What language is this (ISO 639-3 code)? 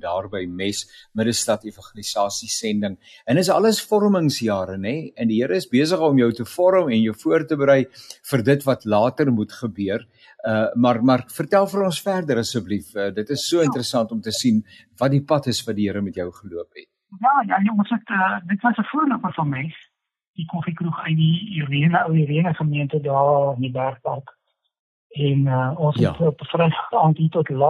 afr